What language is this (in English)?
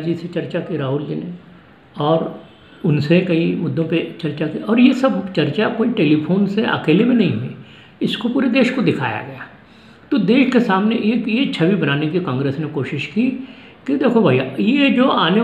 Hindi